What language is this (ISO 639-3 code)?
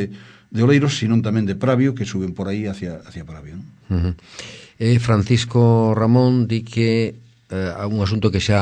glg